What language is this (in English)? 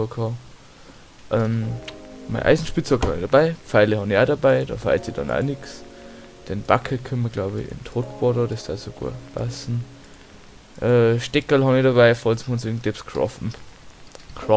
Bavarian